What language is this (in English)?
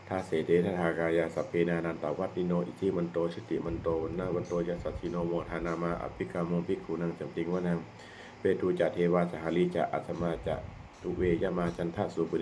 Pali